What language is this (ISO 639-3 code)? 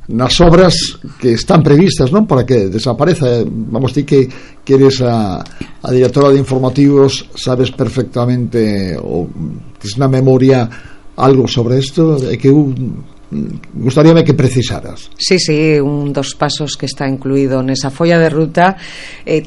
glg